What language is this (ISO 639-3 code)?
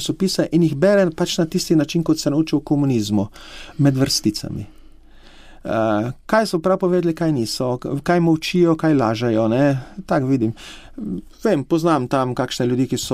slv